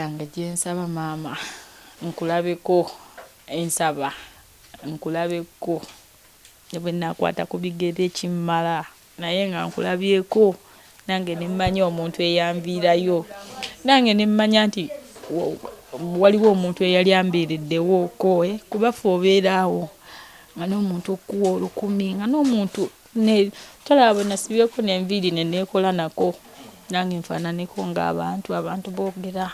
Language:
Ganda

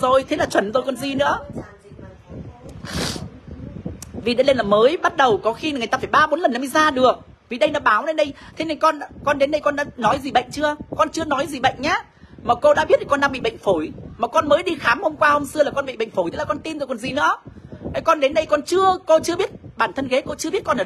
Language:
Vietnamese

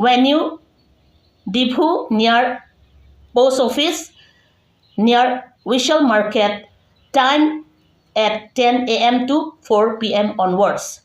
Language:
Karbi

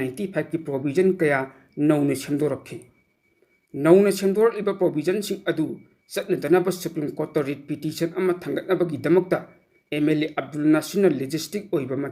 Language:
Manipuri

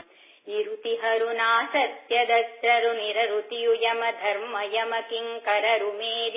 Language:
Kannada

